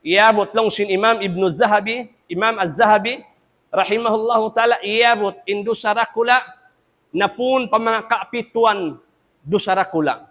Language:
Tausug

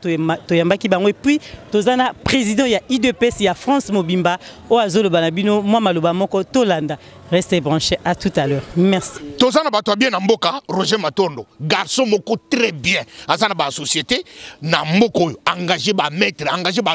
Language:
Lingala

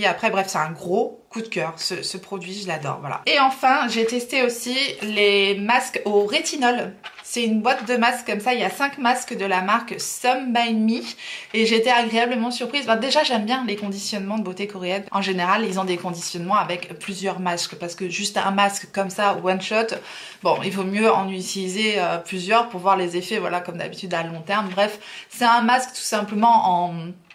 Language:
French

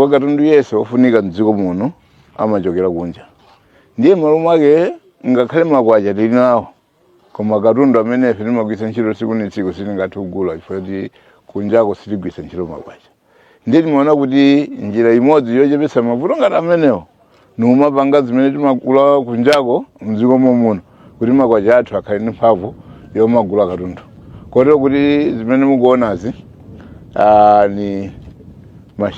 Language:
Nyanja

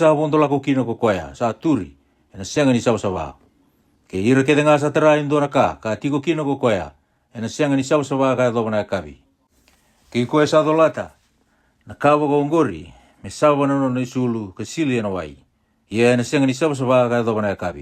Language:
Fijian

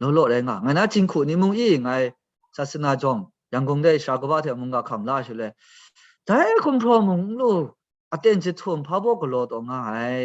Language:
Kachin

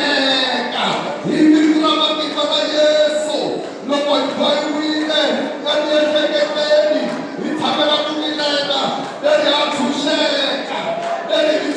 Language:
Tsonga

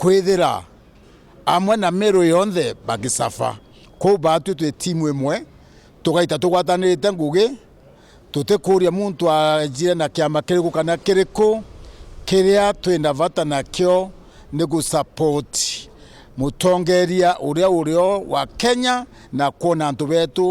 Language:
Meru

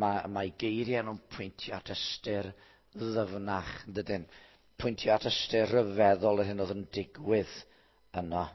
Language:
Welsh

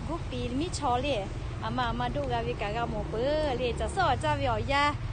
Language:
Lahu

